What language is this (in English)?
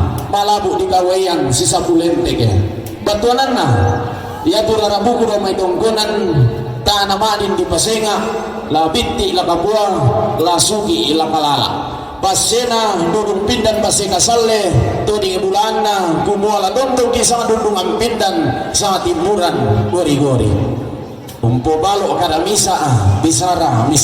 Toraja-Sa'dan